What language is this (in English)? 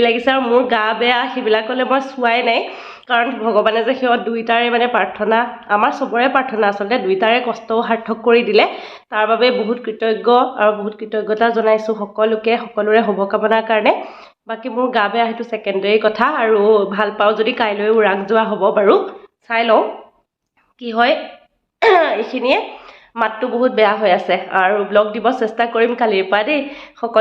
Assamese